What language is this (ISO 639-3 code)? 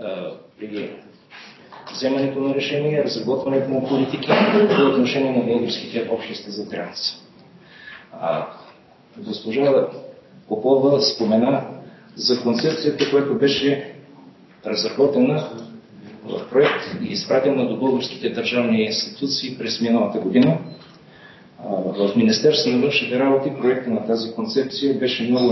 bul